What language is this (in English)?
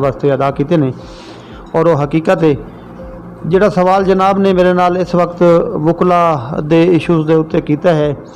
Saraiki